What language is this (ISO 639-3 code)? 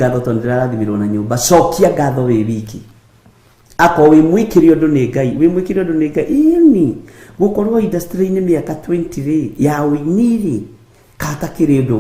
kik